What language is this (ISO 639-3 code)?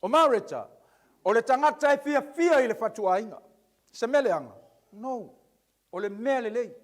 smo